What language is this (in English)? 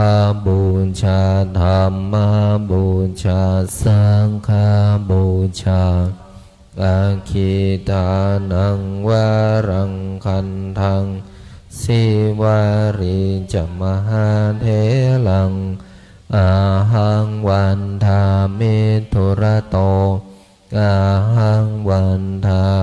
Pali